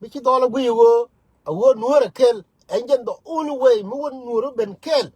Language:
Nuer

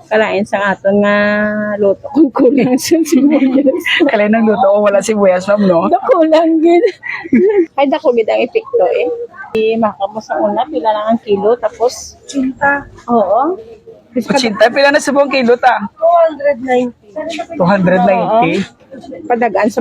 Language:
Hiligaynon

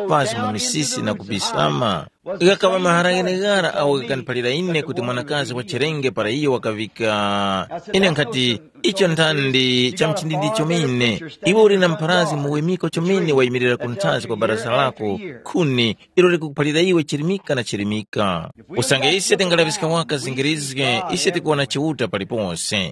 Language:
Tumbuka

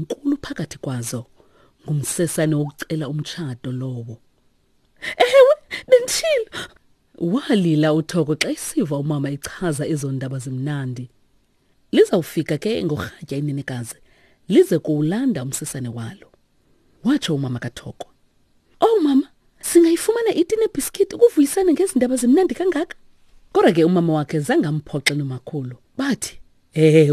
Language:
Xhosa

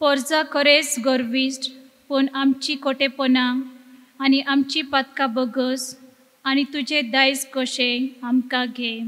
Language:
Konkani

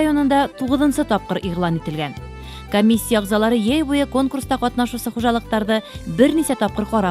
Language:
Bashkir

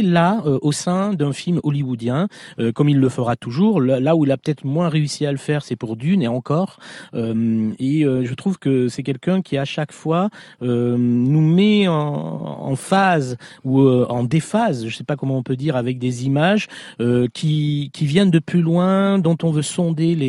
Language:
French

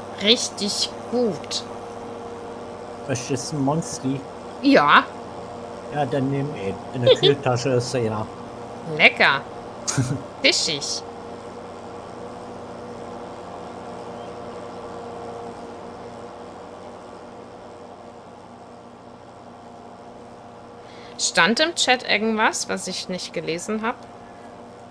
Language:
German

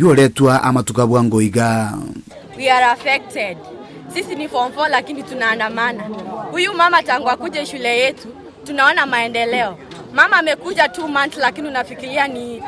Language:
Gusii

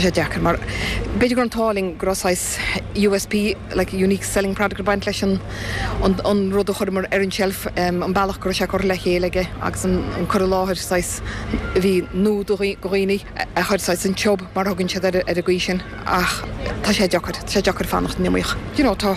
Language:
Irish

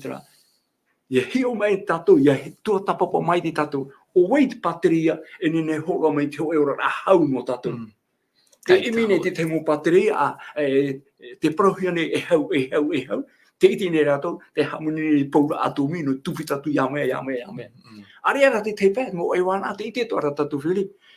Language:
Tahitian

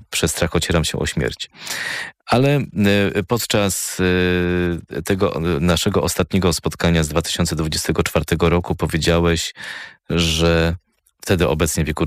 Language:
Polish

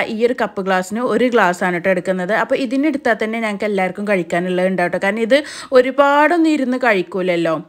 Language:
Malayalam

